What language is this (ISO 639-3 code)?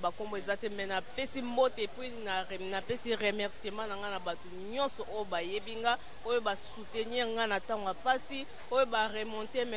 lin